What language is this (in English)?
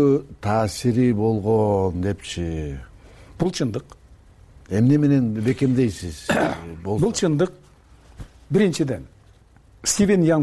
Kyrgyz